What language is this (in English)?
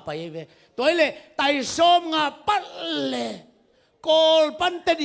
Tedim Chin